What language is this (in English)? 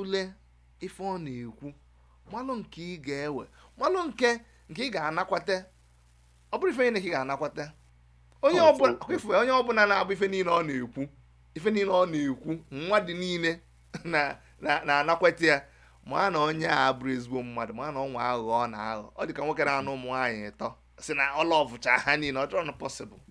Igbo